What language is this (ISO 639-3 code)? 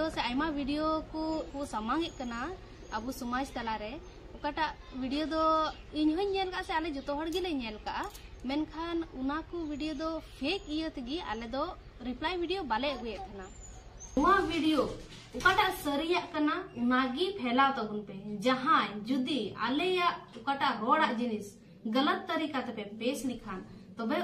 sat